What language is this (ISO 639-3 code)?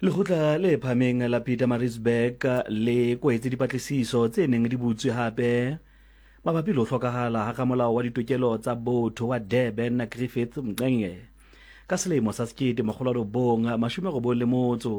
sot